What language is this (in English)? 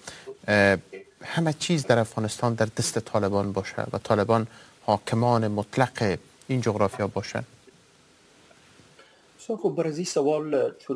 Persian